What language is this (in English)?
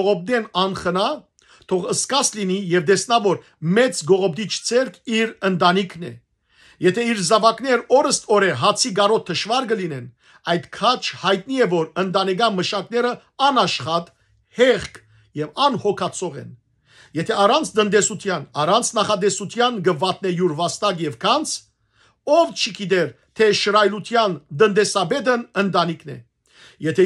Western Armenian